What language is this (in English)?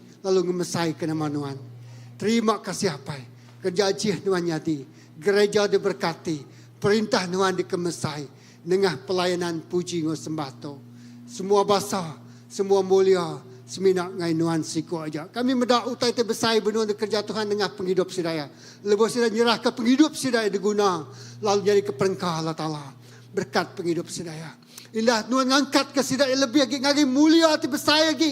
Iban